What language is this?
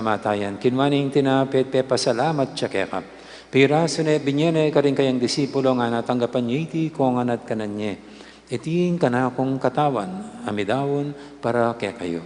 Pampanga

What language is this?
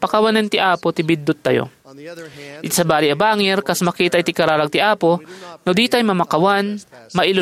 Iloko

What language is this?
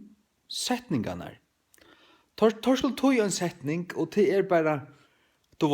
Faroese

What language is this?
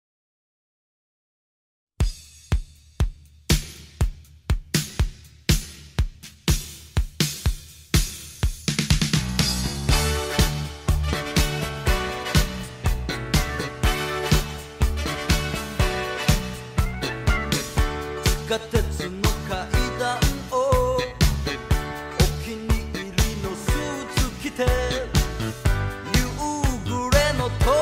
Japanese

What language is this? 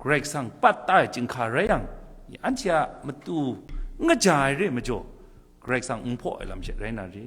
Kachin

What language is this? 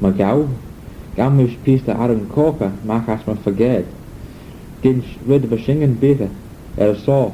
Manx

